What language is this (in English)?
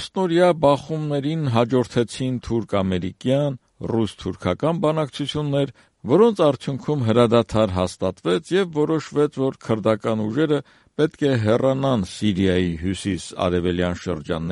Armenian